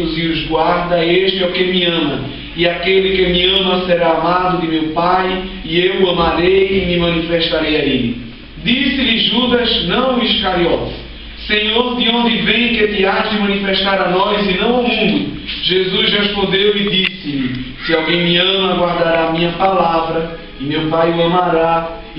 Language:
Portuguese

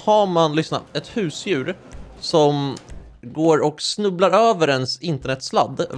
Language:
Swedish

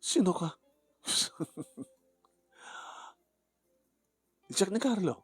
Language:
Iloko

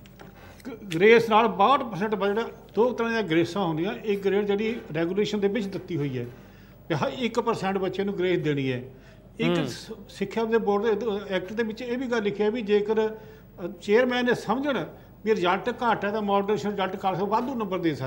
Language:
Punjabi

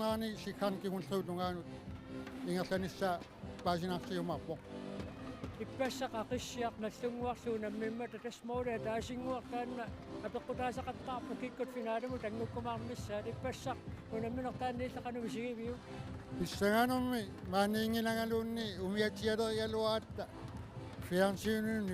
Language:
Kalaallisut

